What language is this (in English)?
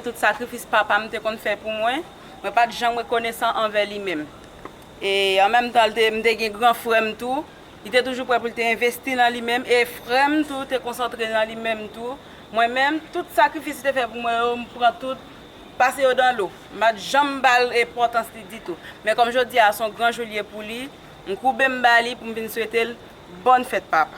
Haitian Creole